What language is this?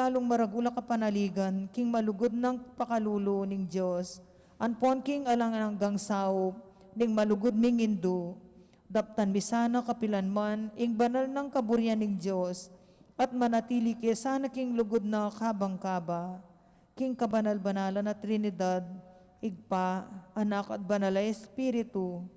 Pampanga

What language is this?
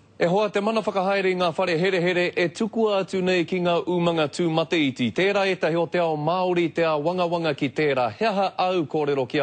Māori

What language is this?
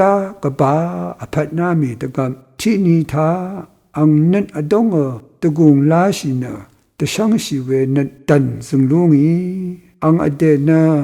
Rawang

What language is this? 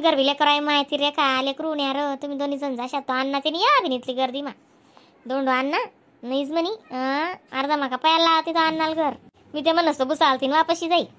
Khandesi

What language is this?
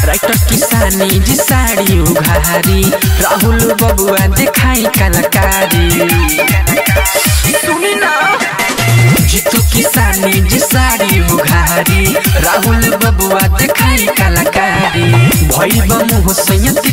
Bhojpuri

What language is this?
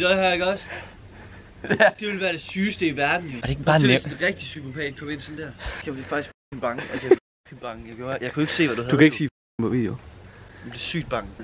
Danish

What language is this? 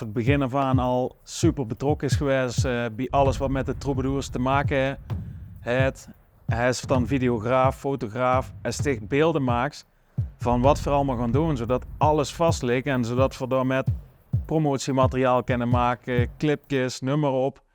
Limburgish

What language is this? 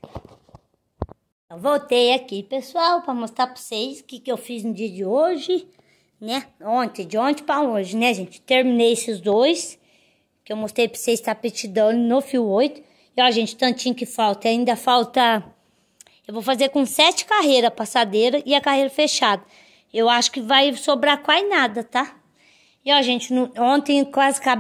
Portuguese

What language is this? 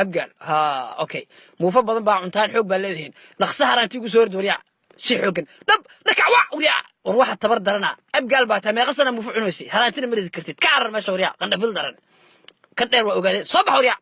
Somali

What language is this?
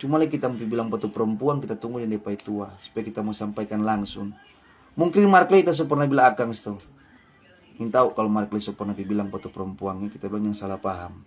Manado Malay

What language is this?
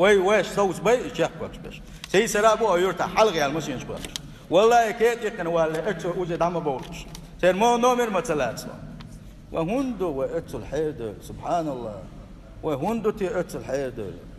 Chechen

